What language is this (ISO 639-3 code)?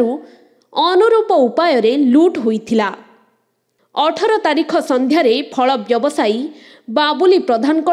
ori